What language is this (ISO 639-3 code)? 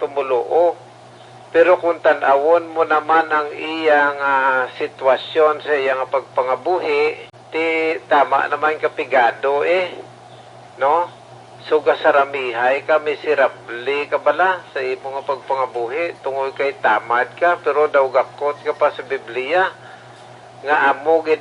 hil